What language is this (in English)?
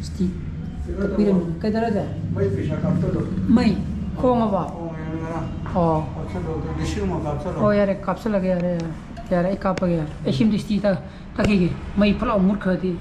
Manipuri